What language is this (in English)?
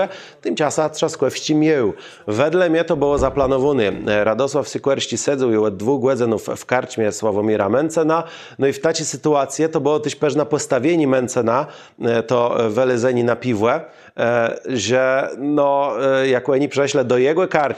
Kashubian